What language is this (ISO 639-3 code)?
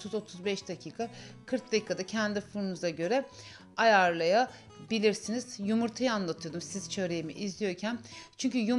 tur